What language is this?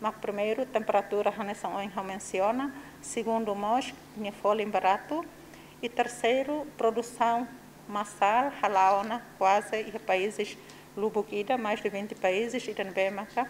Tetum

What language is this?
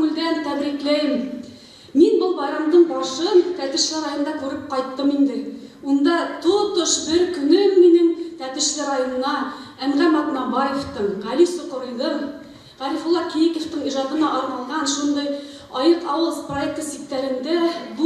Bashkir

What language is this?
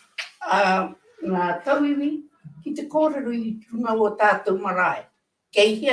Māori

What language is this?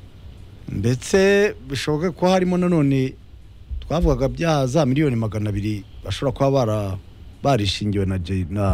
Kinyarwanda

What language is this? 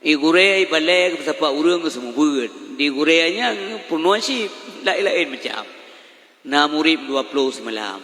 Achinese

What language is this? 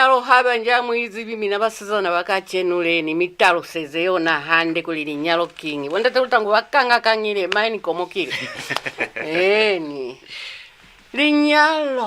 Lozi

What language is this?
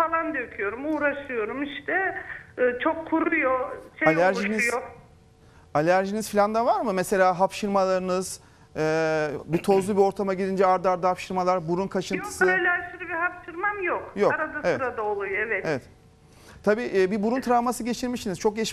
Turkish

